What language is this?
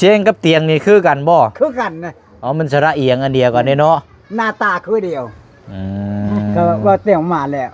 Lao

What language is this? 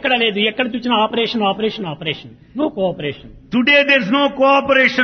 Telugu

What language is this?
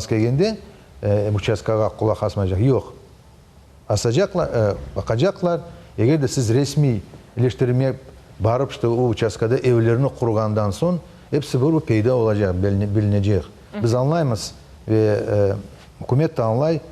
Crimean Tatar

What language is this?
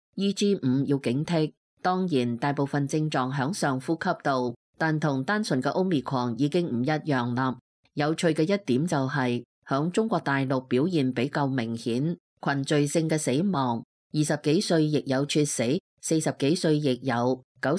Cantonese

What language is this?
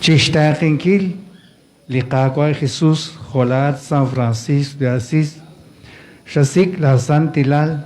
Kekchí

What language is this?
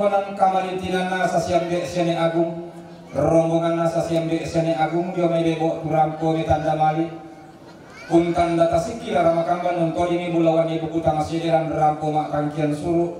Toraja-Sa'dan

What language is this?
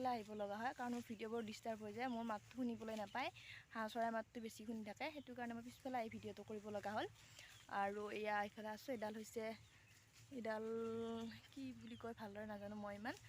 Assamese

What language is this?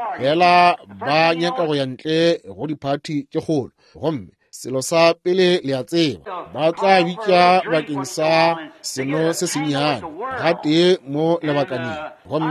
Northern Sotho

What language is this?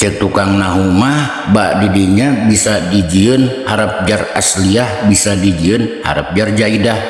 Sundanese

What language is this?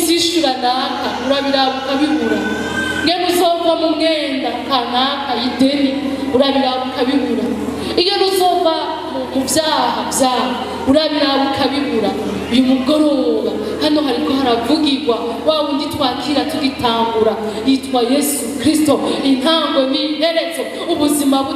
Rundi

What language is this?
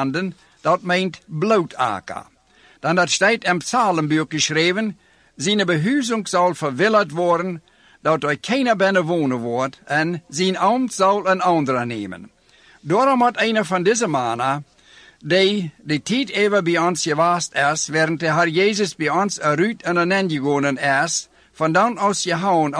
Dutch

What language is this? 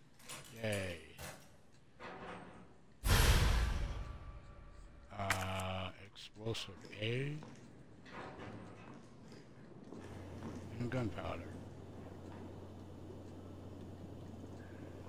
English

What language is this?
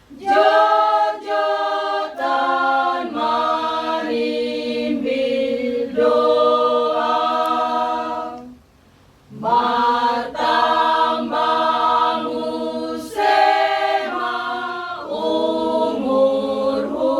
Batak Toba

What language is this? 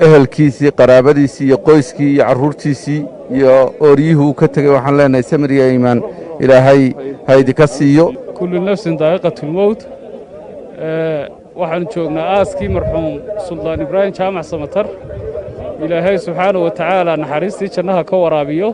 Somali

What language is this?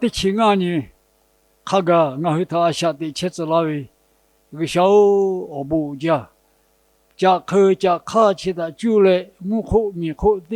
Lahu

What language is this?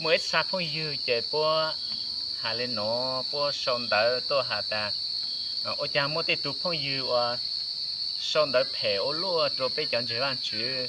Hmong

